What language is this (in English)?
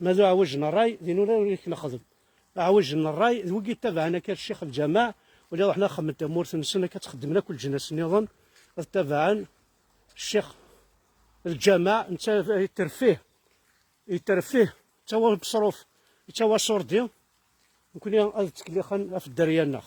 Kabyle